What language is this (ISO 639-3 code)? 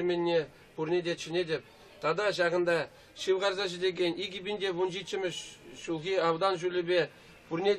chv